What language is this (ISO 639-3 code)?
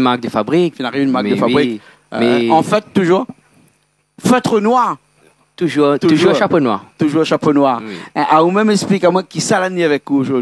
rcf